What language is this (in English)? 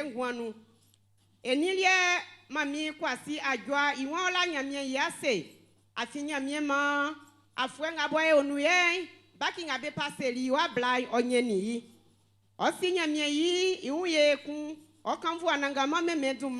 Baoulé